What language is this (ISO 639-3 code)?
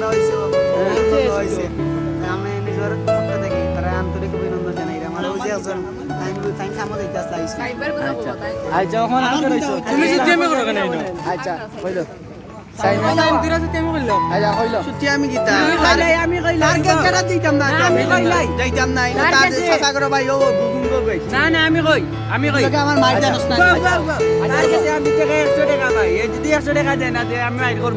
syl